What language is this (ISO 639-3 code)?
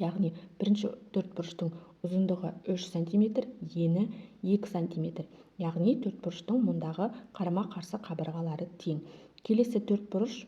kaz